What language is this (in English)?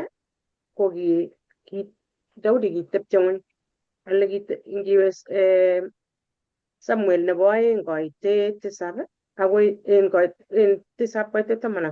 Kalenjin